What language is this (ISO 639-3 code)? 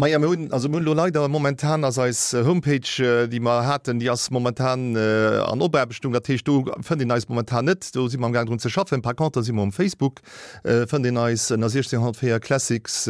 ltz